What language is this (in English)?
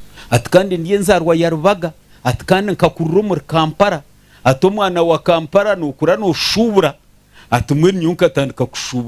Nyankole